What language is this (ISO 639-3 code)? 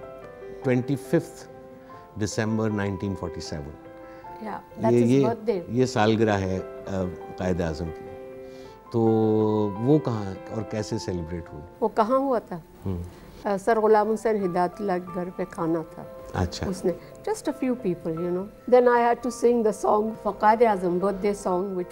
urd